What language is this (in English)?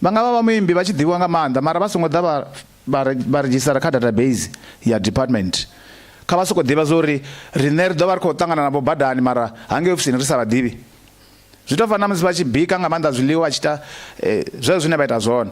Venda